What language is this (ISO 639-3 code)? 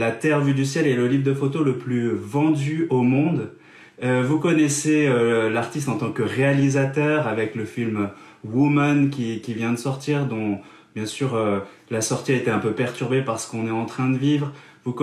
fra